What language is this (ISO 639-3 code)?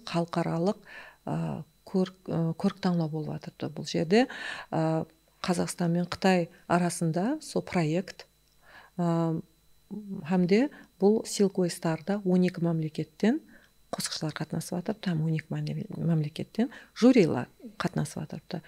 kaa